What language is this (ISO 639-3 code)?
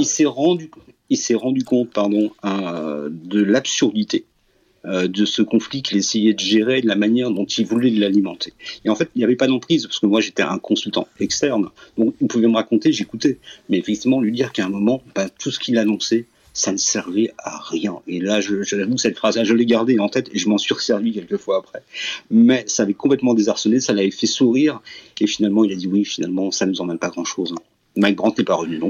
fra